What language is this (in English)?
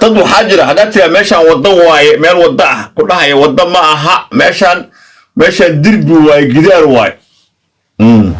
Somali